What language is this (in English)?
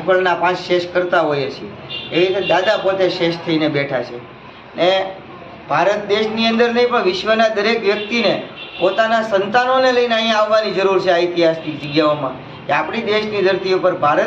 Gujarati